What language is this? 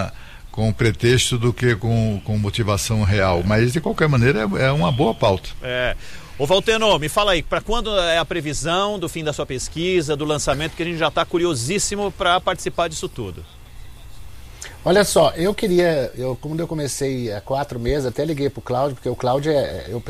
Portuguese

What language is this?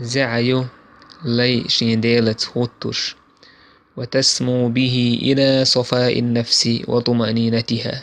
Chechen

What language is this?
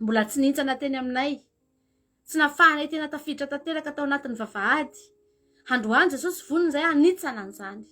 Malagasy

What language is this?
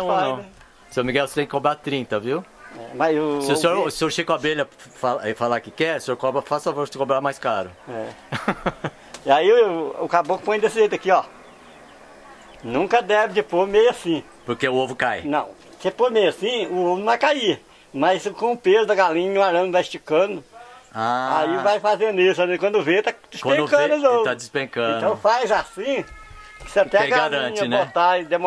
Portuguese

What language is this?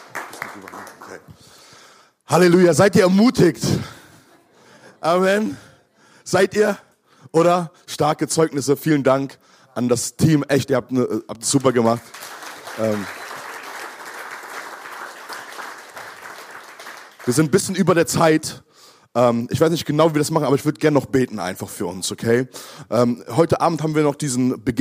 German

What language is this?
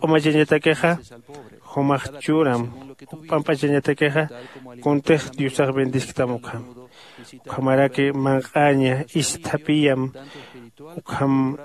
Aymara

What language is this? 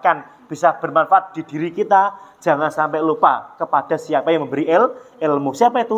Indonesian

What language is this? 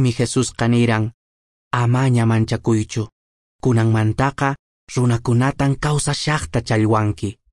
Quechua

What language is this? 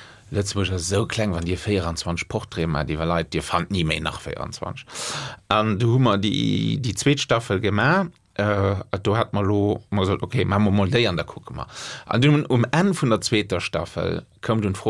Luxembourgish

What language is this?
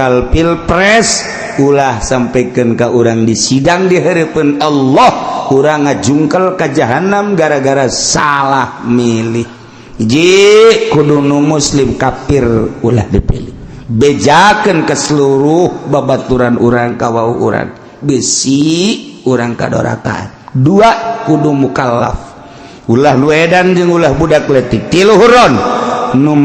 Sundanese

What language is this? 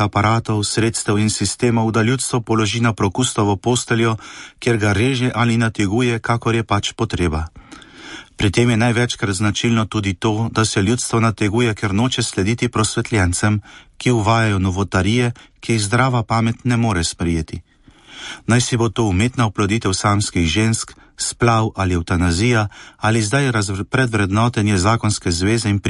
Slovenian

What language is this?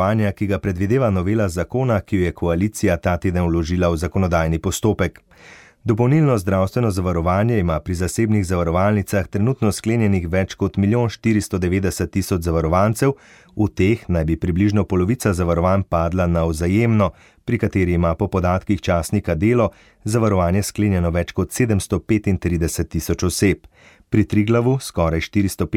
Slovenian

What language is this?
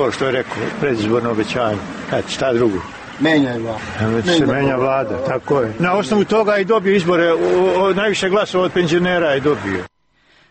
Serbian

